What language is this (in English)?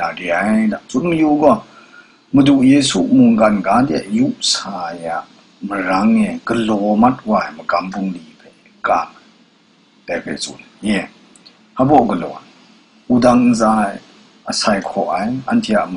Kachin